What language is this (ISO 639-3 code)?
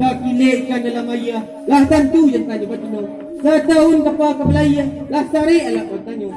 min